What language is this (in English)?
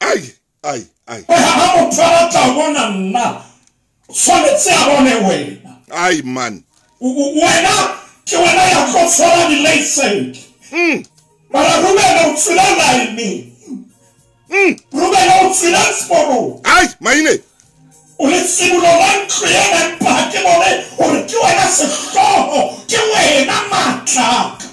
Southern Sotho